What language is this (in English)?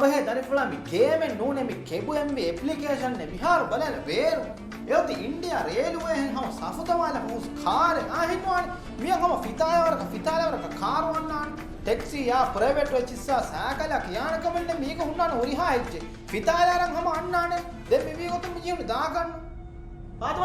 Divehi